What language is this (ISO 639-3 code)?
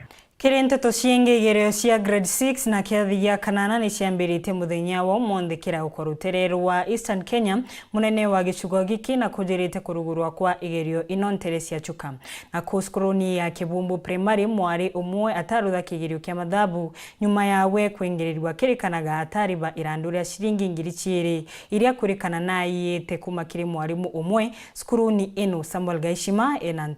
mer